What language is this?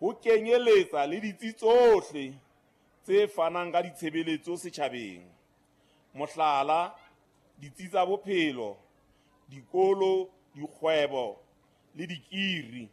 Southern Sotho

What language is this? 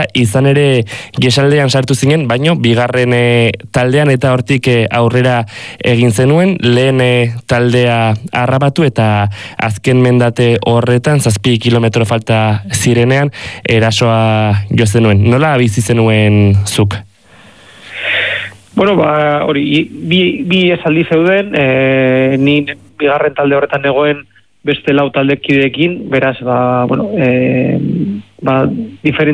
Basque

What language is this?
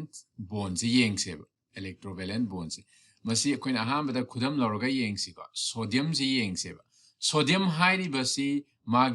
Manipuri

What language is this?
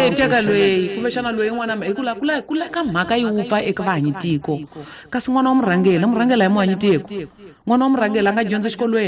Tsonga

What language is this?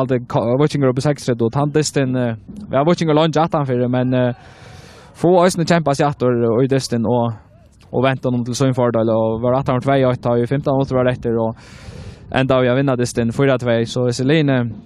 Faroese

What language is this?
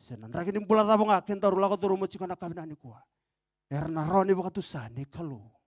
Fijian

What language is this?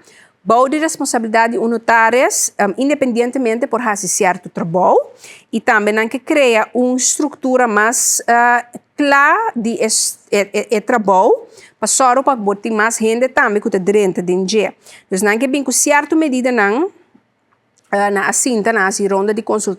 Papiamento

